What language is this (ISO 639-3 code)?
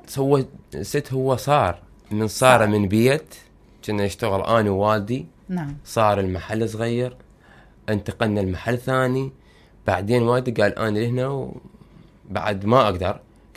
acm